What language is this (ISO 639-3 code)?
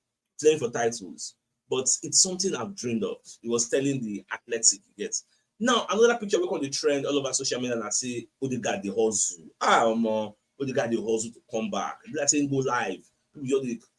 pcm